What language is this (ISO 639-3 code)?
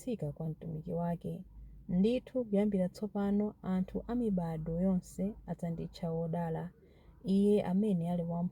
nya